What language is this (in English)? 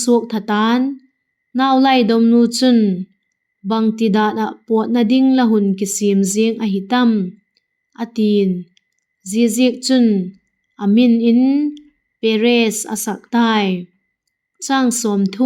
Vaiphei